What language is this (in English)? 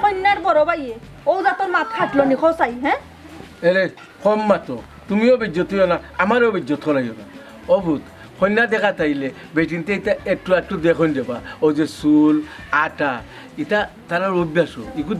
Sylheti